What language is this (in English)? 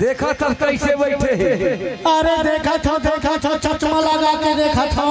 Chhattisgarhi